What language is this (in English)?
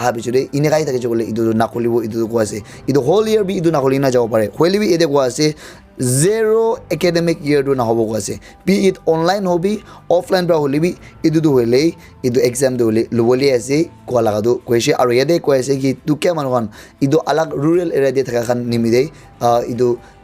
Naga Pidgin